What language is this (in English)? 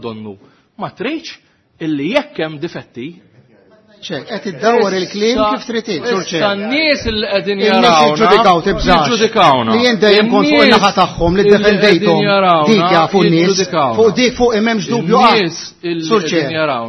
Maltese